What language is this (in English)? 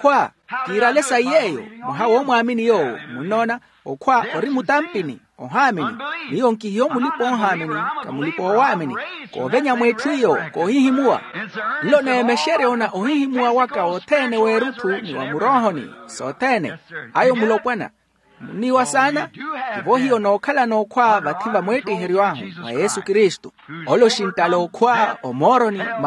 Makhuwa